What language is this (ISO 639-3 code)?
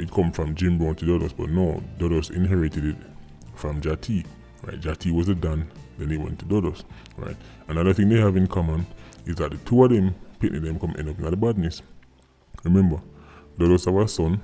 jam